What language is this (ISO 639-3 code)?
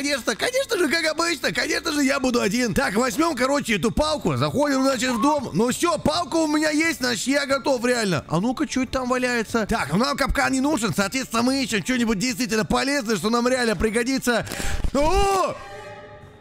rus